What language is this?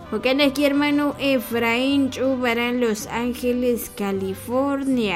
Kekchí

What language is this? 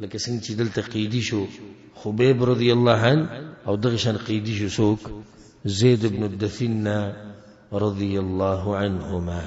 Pashto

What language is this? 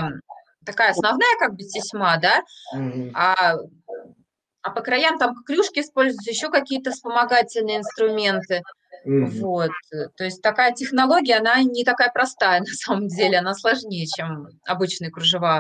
Russian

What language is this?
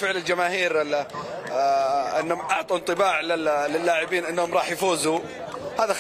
Mesopotamian Arabic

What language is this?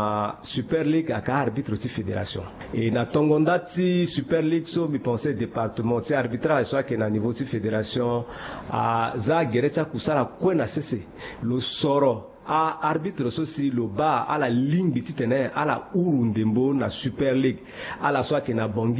Sango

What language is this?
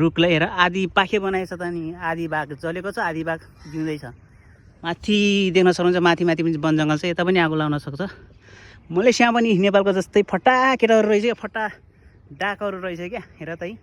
Nepali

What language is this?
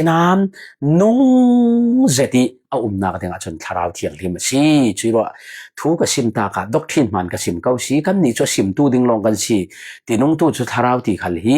Falam Chin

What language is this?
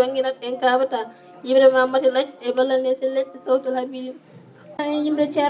Fula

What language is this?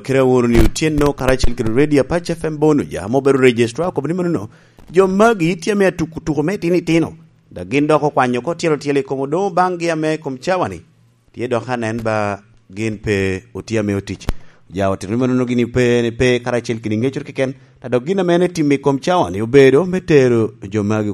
Lango (Uganda)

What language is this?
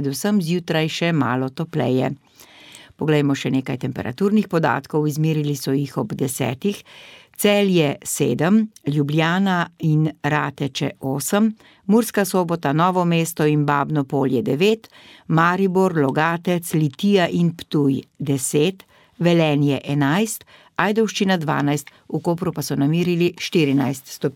Slovenian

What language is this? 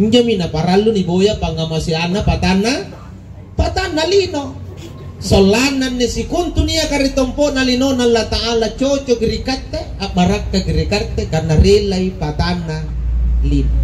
Makasar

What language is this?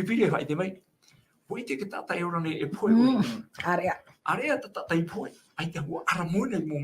Tahitian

